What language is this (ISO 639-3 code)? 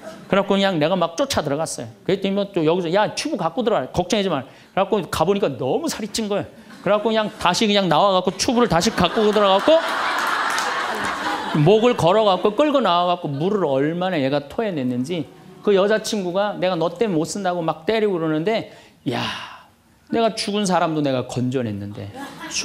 kor